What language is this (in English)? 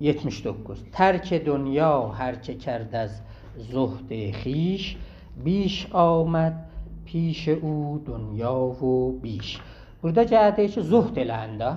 South Azerbaijani